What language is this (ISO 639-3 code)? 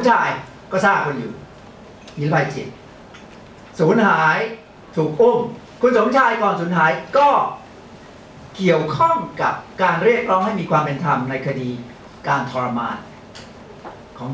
tha